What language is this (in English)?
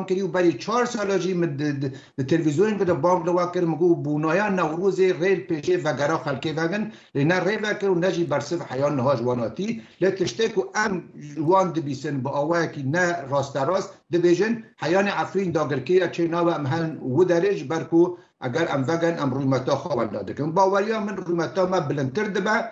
Kurdish